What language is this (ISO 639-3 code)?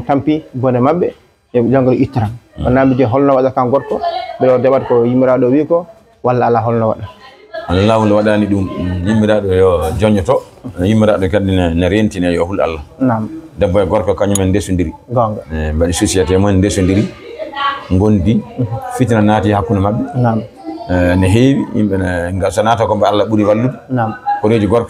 ful